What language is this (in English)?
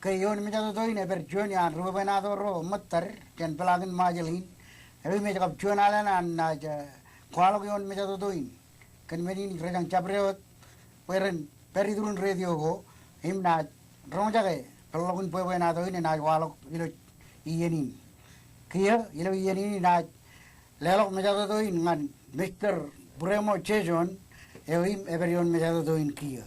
Marshallese